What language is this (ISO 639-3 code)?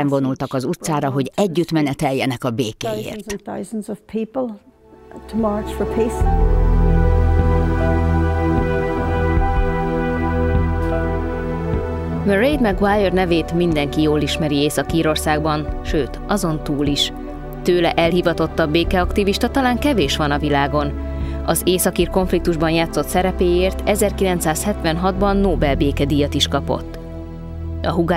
hun